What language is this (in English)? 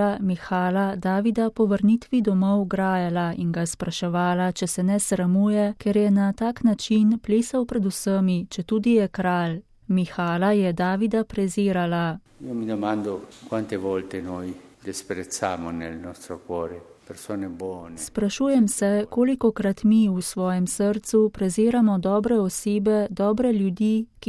Slovenian